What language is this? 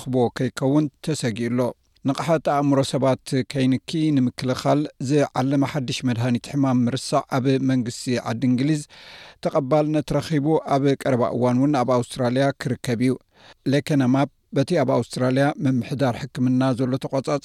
Tigrinya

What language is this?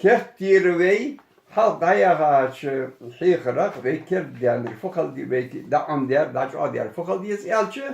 Ingush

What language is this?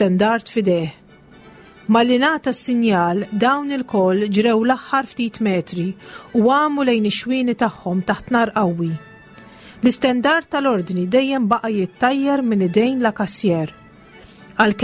Maltese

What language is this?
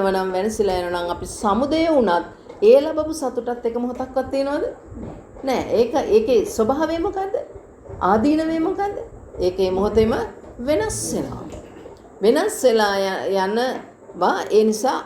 Sinhala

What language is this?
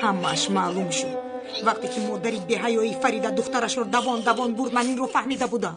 Tajik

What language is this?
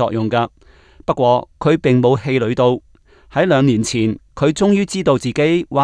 Cantonese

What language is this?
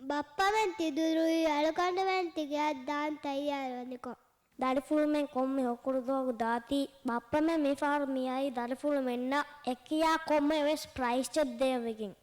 Divehi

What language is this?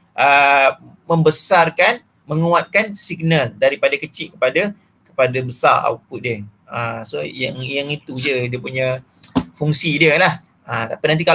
Malay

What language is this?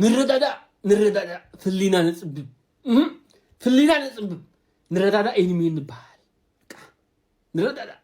Tigrinya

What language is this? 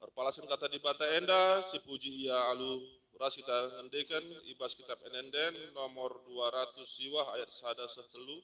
Batak Karo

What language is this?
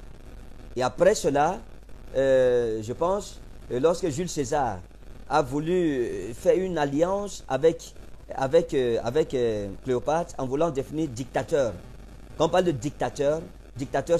French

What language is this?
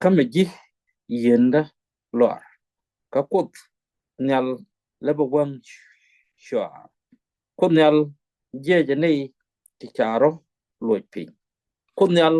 Nuer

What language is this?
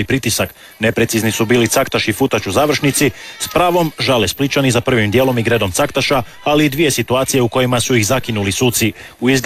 Croatian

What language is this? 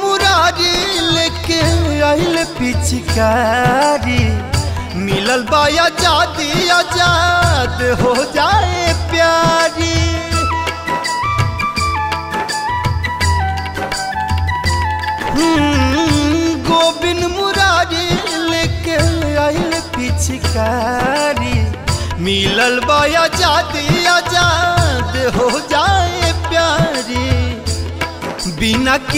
Bhojpuri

